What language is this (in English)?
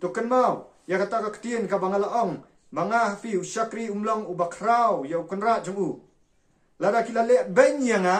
Khasi